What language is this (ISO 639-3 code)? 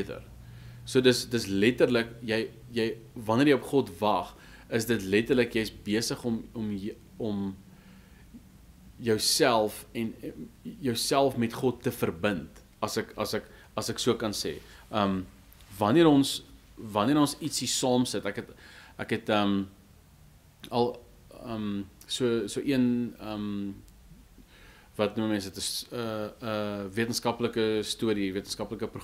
afr